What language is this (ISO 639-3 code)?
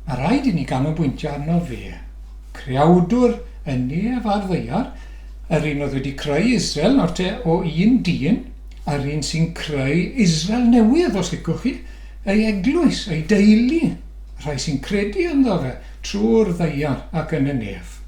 cym